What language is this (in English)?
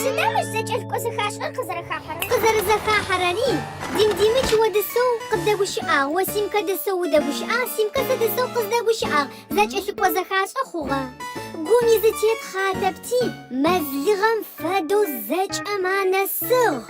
Adyghe